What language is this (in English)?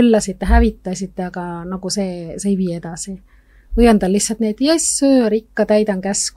Estonian